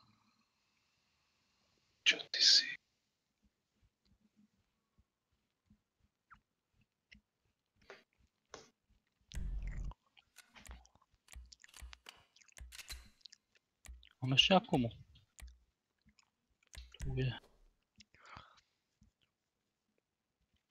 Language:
Slovak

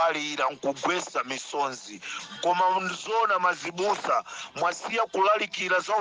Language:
Nyanja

